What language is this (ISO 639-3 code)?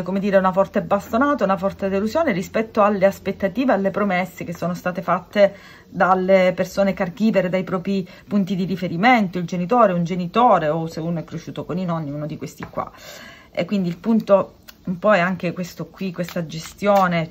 ita